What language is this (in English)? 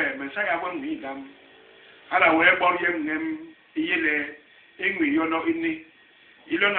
Basaa